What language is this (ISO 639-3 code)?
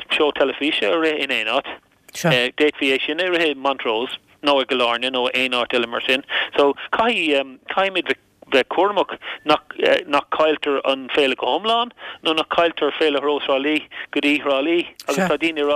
gle